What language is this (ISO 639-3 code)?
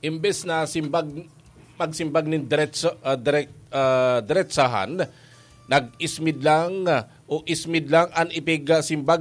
bik